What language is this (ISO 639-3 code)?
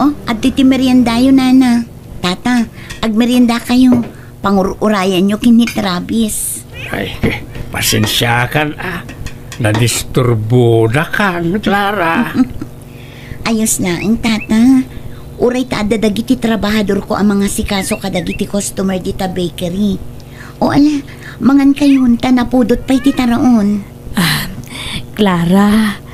ilo